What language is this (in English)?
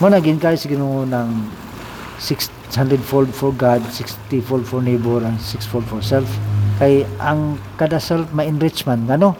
Cebuano